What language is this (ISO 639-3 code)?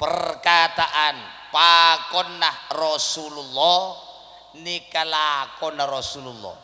mad